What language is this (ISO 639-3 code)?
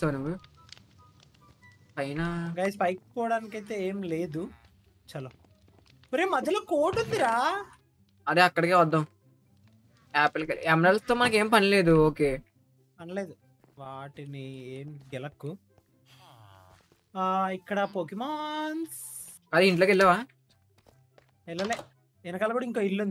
tel